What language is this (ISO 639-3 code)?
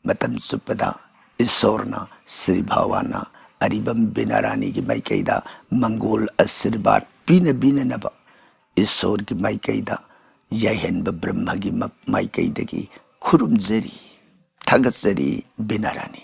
mni